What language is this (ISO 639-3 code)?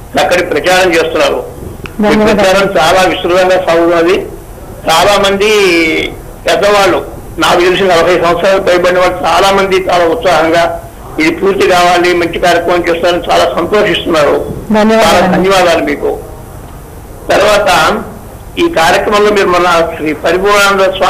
tel